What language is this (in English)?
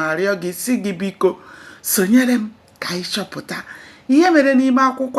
Igbo